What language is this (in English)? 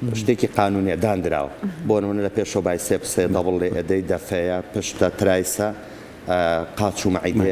Central Kurdish